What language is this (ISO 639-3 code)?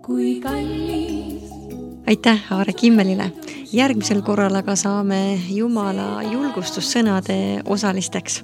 est